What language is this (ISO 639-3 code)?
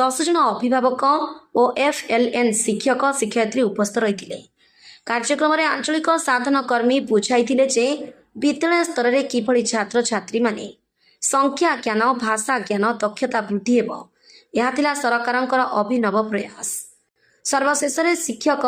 ori